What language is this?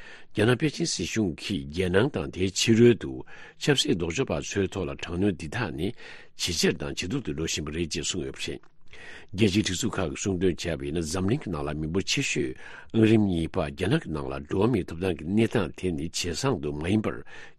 Tibetan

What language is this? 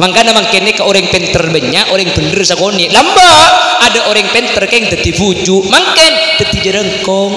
Madurese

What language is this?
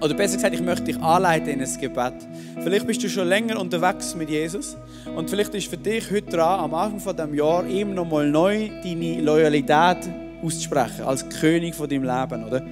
Swiss German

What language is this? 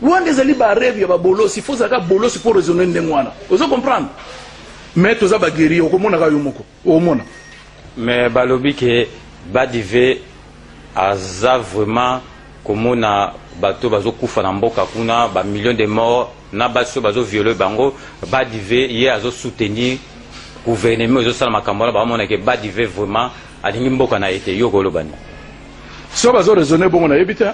Lingala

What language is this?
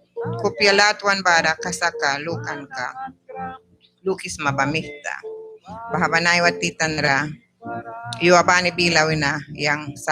Mískito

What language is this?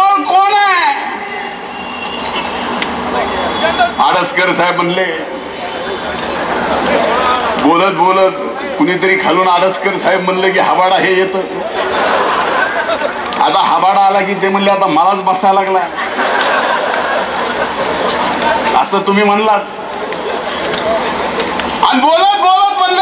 Marathi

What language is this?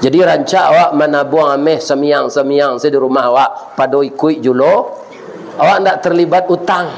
Minangkabau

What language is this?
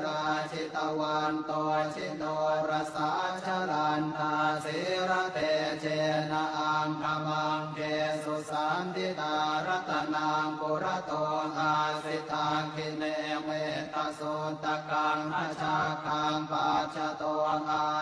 Pali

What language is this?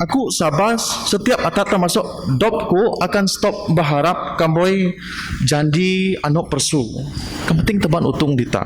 Biatah Bidayuh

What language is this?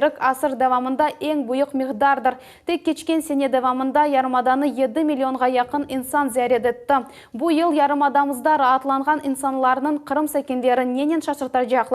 Crimean Tatar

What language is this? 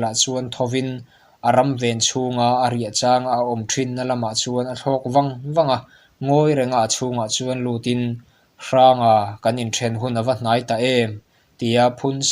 Mizo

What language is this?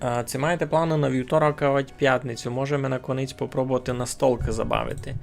Rusyn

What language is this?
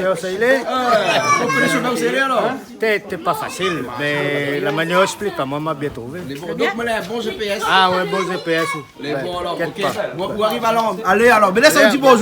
Réunion Creole French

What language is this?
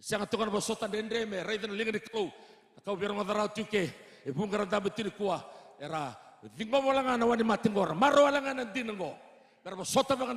Fijian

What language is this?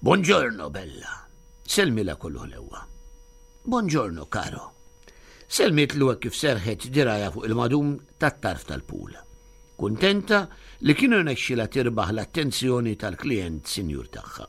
Maltese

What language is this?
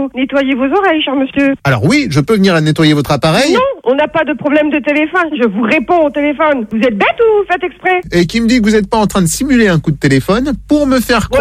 French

